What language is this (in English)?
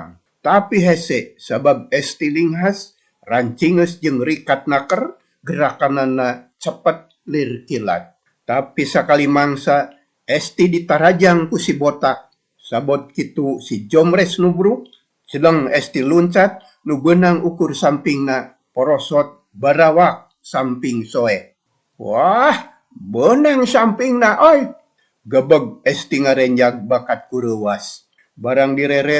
Sundanese